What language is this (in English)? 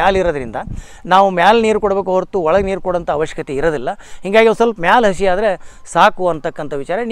Kannada